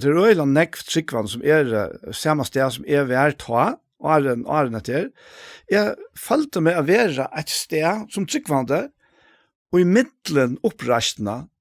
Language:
Faroese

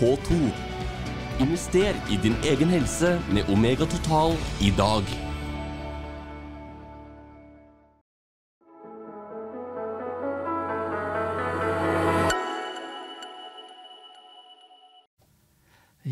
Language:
Norwegian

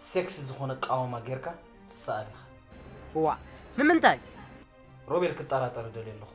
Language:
Tigrinya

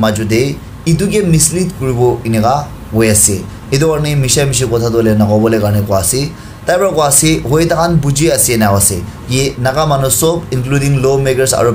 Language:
Naga Pidgin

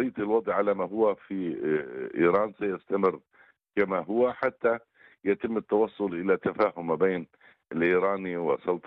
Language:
Arabic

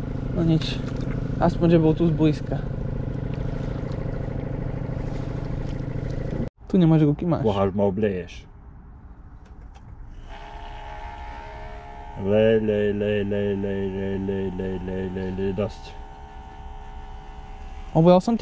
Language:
Slovak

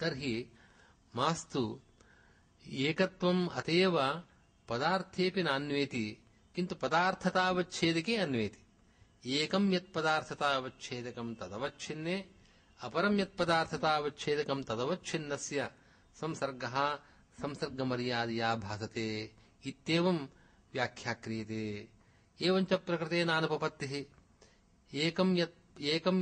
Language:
Sanskrit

